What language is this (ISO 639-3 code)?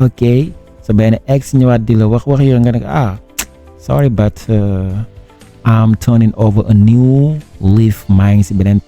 wol